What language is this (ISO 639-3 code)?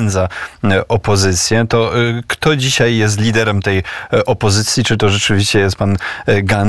pol